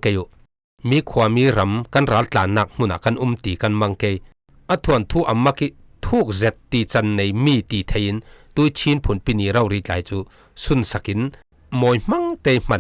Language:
Falam Chin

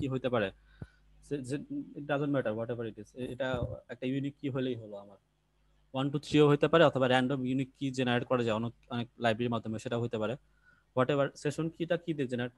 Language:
Bangla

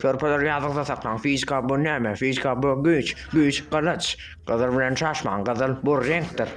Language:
Turkmen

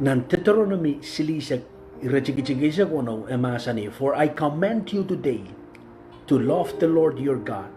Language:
Pohnpeian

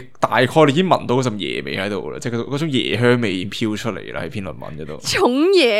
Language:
Cantonese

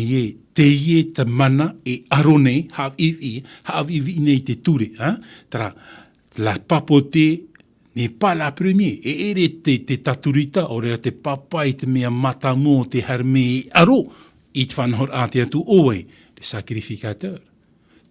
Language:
Tahitian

